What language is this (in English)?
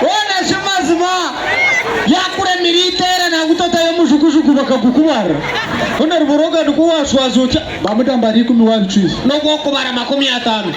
Nyankole